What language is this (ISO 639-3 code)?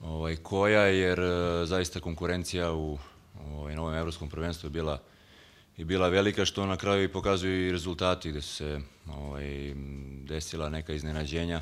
srp